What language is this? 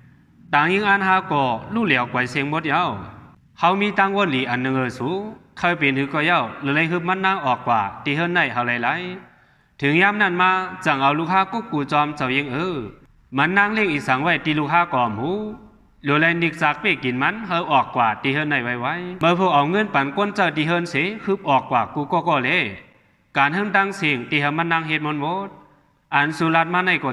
Shan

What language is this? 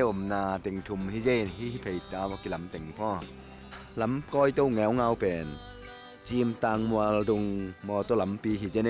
Tedim Chin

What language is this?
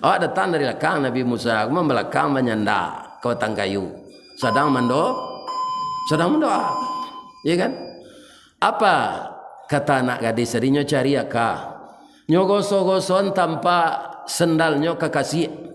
Minangkabau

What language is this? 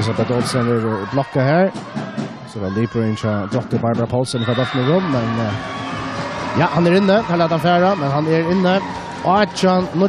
Faroese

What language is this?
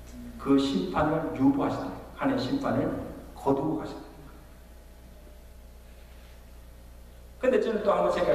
Korean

